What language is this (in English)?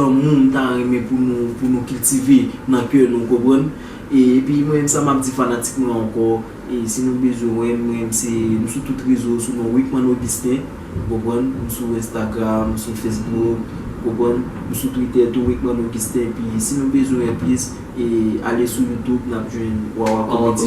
Haitian Creole